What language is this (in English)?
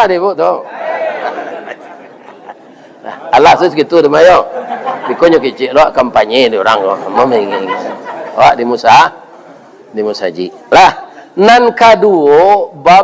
Minangkabau